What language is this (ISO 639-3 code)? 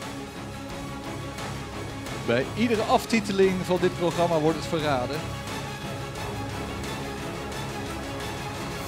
nld